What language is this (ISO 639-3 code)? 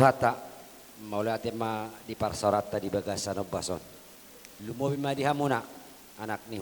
bbc